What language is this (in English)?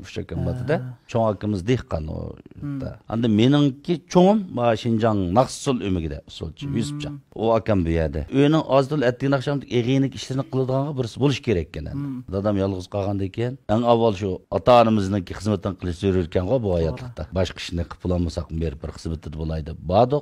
Uyghur